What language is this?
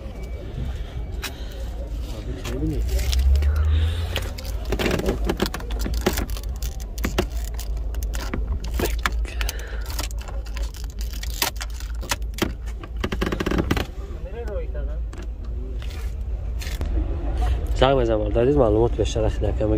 Tajik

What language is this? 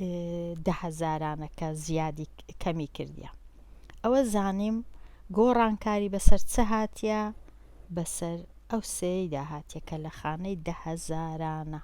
Central Kurdish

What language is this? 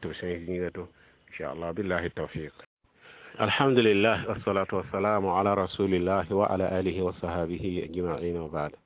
Mossi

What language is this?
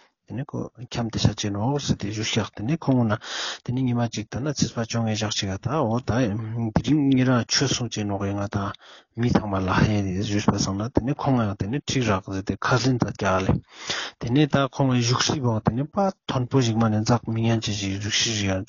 Ladakhi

